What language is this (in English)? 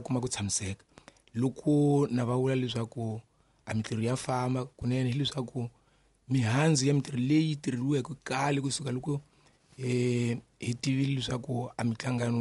Tsonga